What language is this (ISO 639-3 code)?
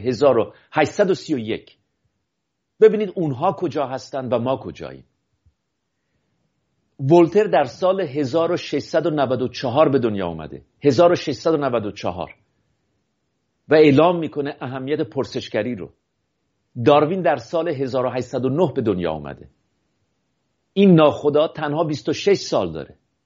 fas